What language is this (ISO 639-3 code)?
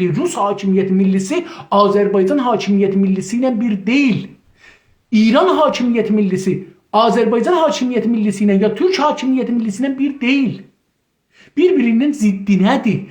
azb